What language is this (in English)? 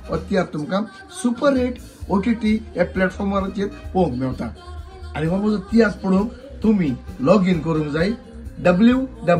Konkani